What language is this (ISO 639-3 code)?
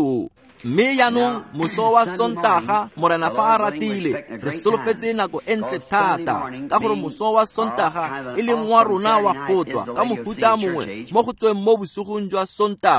tsn